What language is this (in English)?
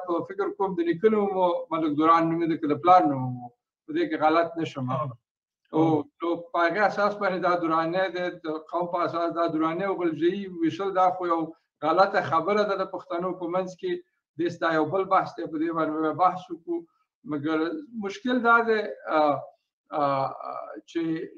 Pashto